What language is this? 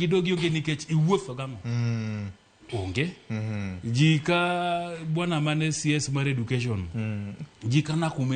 Luo (Kenya and Tanzania)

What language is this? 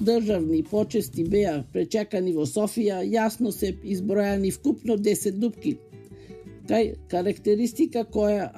Macedonian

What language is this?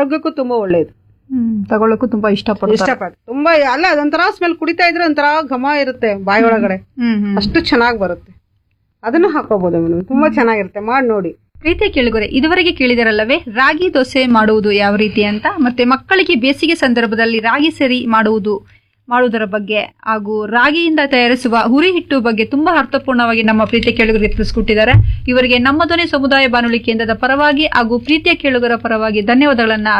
Kannada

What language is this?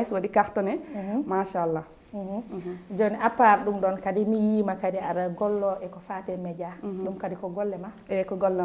Fula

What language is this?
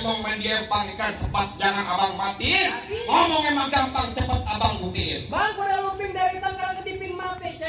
Betawi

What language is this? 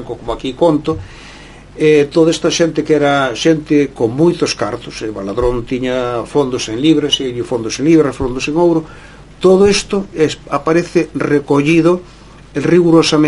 Galician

